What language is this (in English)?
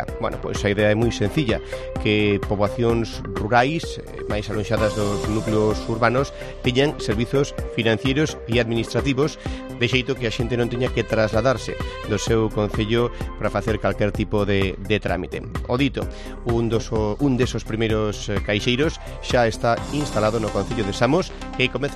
Galician